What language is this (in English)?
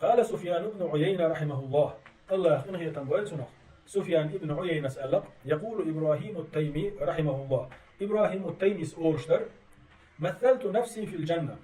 Chechen